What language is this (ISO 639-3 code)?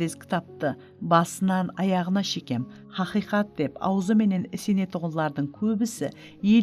kaa